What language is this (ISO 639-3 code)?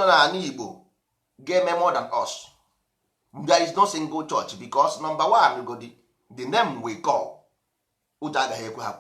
ibo